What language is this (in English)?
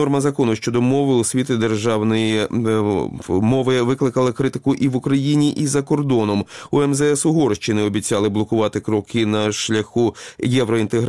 Ukrainian